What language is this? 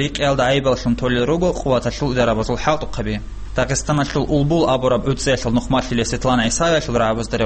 Avaric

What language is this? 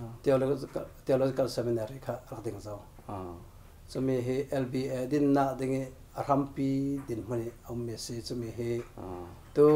Falam Chin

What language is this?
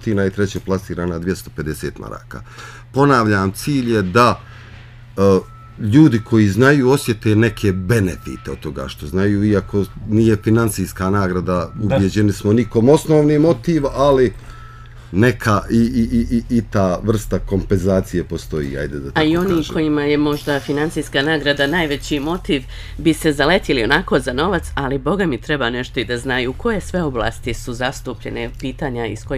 Bosnian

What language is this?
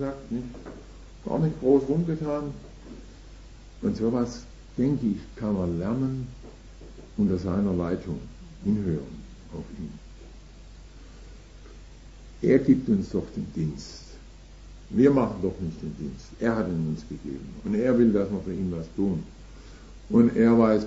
German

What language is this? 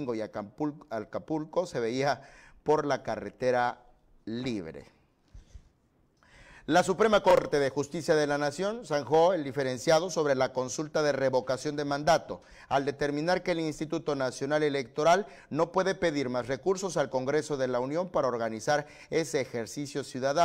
Spanish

